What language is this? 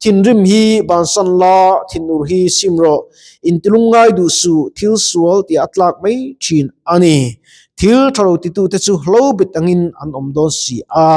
Mizo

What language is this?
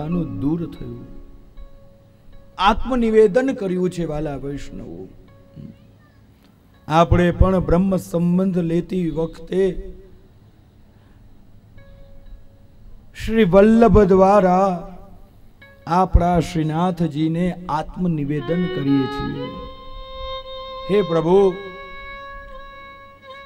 Gujarati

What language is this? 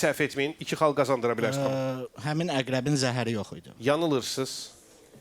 Azerbaijani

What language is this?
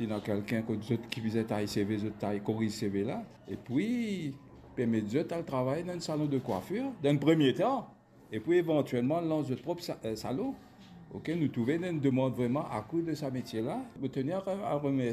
Morisyen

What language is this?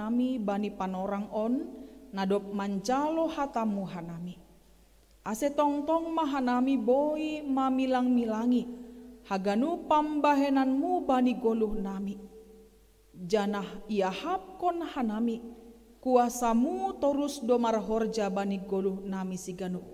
Batak Simalungun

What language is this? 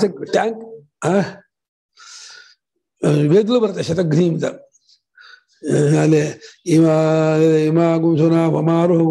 Kannada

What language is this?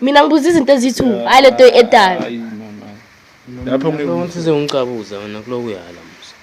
Zulu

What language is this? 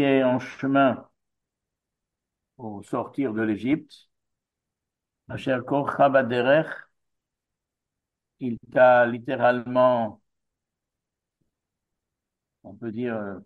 French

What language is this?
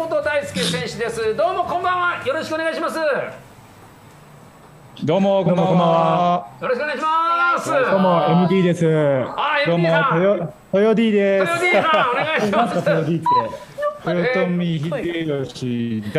Japanese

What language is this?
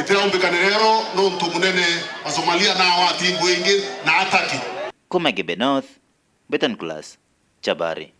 Meru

